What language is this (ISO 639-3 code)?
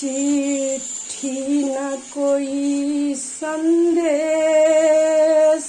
mai